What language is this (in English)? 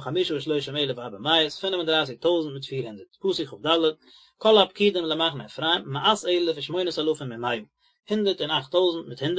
Yiddish